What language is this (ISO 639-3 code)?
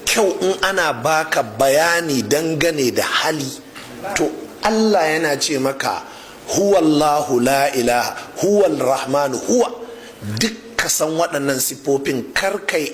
hau